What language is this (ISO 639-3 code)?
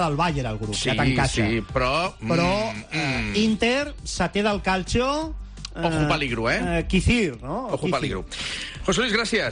cat